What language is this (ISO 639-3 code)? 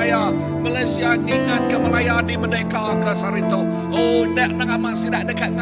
iba